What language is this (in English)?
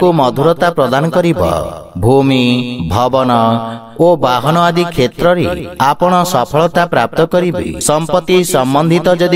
Odia